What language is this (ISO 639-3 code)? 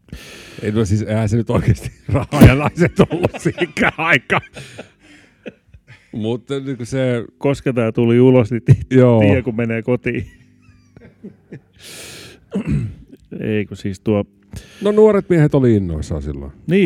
fin